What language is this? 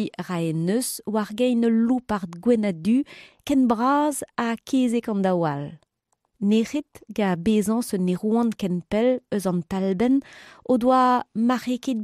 Breton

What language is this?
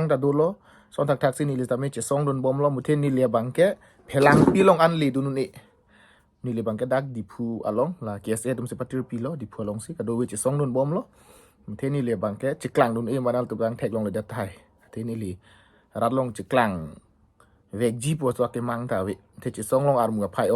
Karbi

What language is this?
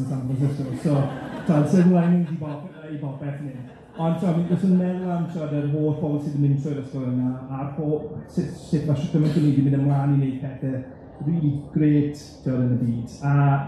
Welsh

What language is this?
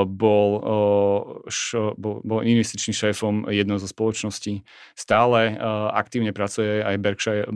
Slovak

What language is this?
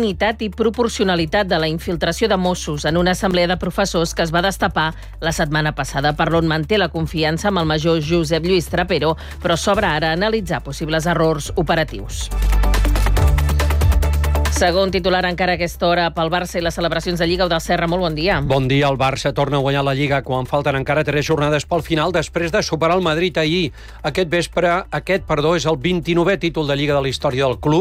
Catalan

